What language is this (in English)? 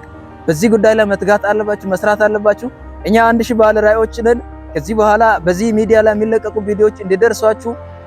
Amharic